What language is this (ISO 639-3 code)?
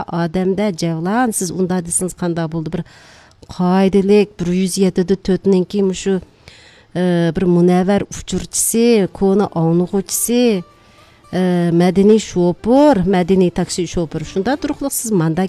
uig